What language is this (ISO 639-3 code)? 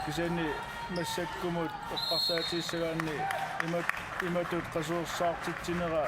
kal